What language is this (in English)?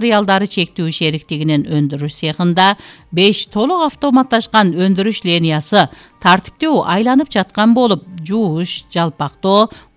Kyrgyz